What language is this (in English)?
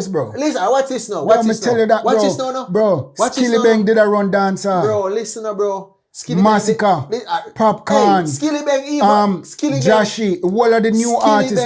Jamaican Creole English